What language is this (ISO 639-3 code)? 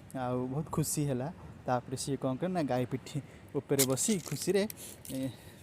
ori